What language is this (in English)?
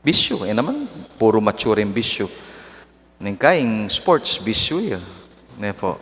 Pampanga